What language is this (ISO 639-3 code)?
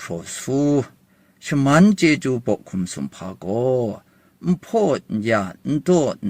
kac